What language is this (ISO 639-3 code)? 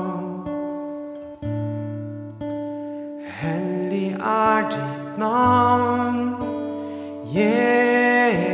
nor